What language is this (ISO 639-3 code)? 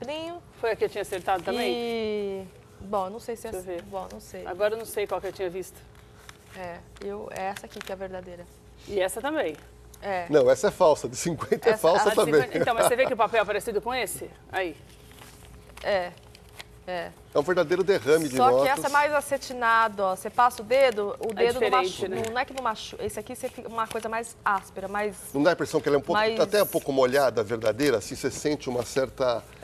por